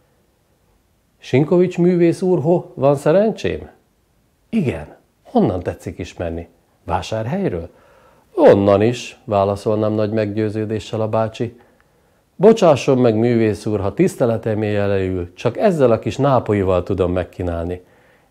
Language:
Hungarian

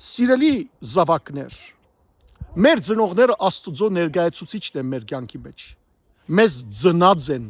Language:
Western Armenian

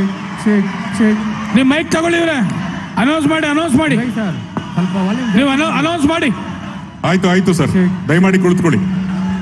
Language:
Kannada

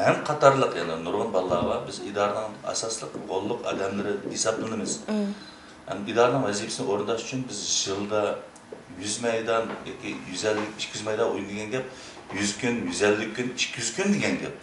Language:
Uyghur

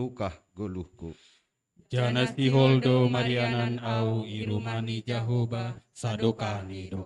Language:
Batak Simalungun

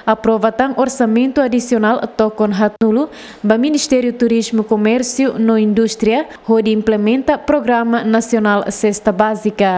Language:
Tetum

